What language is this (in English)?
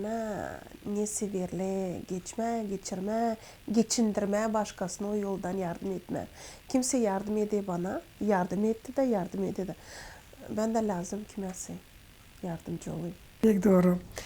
Gagauz